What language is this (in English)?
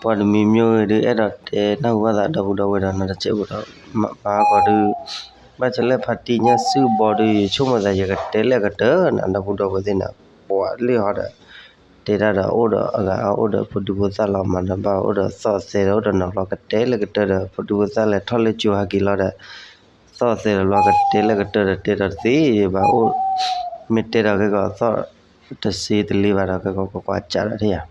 S'gaw Karen